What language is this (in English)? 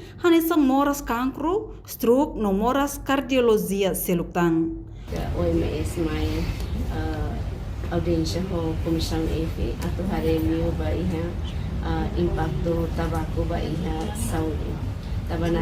Tetum